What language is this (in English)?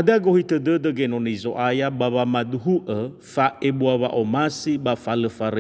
Nias